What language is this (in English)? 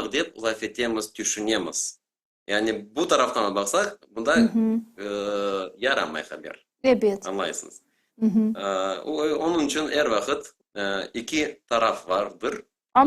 Crimean Tatar